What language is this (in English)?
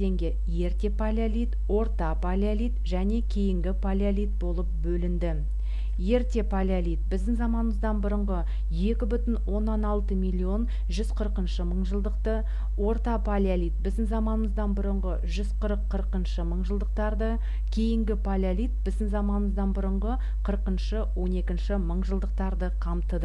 Kazakh